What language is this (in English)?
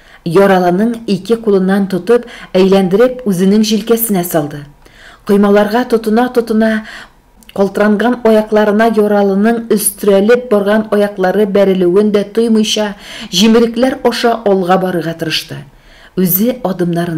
Tatar